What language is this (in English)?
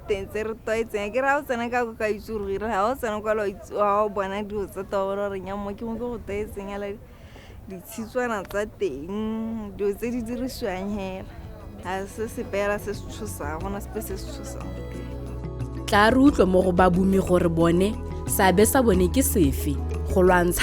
Tswana